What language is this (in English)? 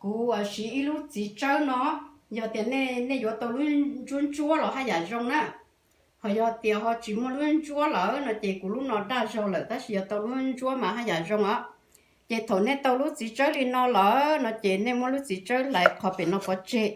Hmong